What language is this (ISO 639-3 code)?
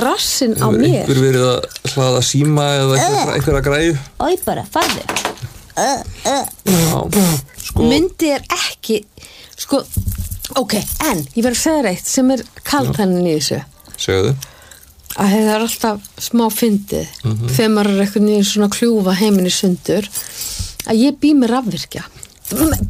isl